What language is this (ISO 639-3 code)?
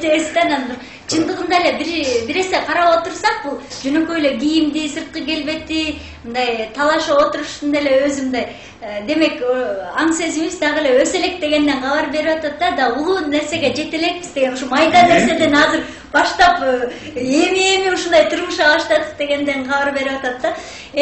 kir